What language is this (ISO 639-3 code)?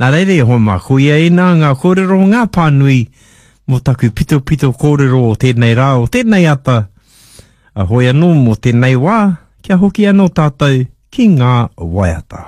mri